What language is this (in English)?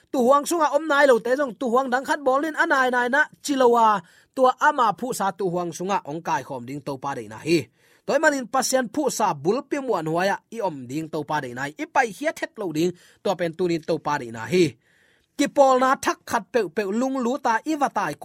Tedim Chin